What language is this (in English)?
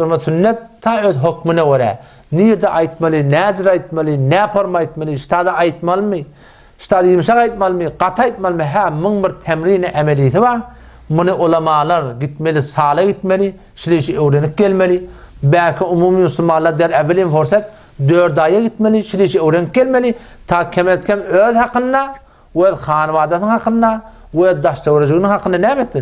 Turkmen